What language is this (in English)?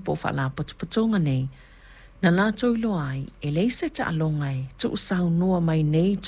Samoan